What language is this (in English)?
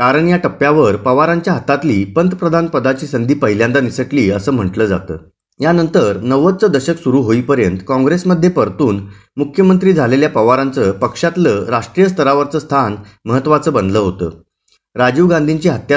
Marathi